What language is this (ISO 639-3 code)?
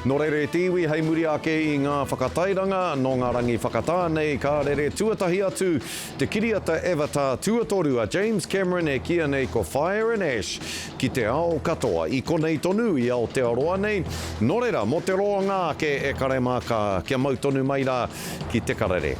mri